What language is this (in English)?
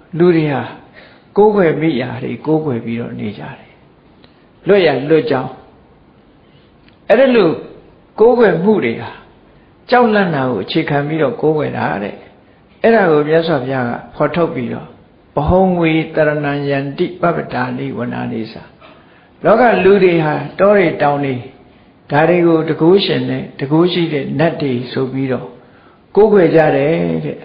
Burmese